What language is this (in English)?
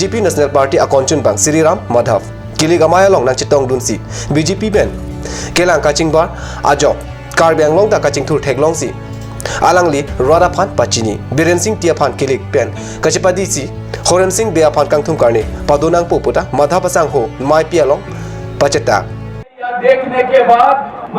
Karbi